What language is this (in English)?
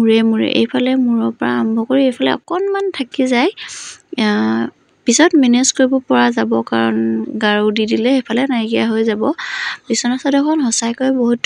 Assamese